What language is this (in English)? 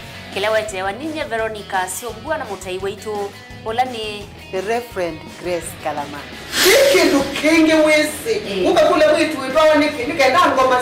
Kamba